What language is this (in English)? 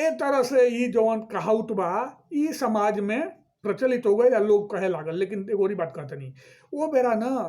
Bhojpuri